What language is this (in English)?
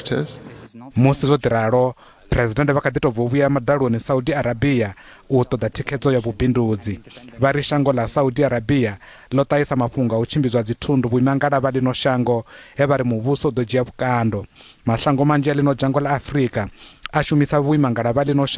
Venda